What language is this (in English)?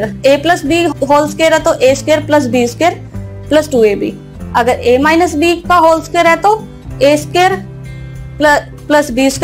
Hindi